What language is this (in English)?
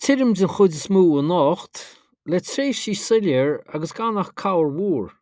Irish